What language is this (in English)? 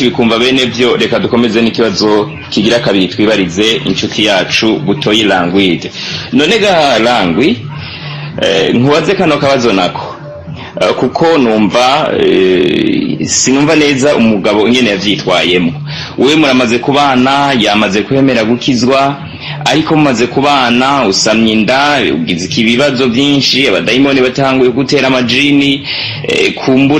Rundi